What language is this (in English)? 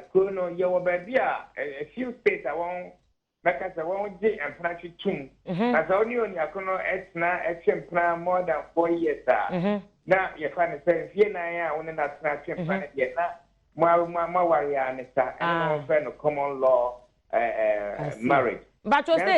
Akan